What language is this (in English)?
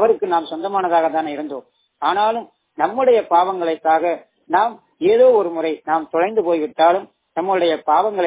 Tamil